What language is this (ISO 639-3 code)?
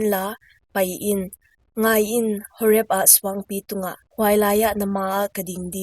pck